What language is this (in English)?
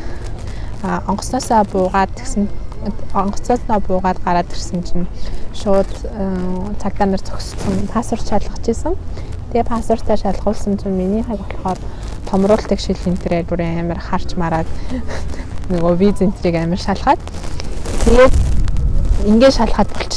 Mongolian